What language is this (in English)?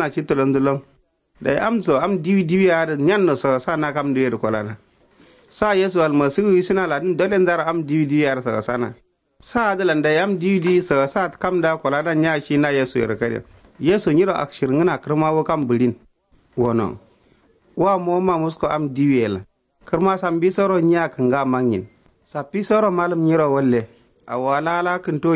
Kanuri